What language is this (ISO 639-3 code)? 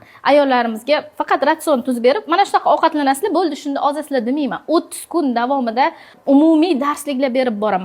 uzb